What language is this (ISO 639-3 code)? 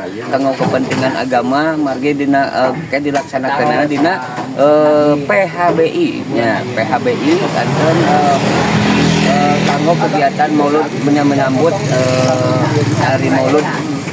sun